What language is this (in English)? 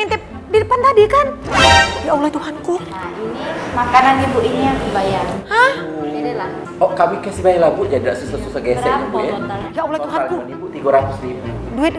Musi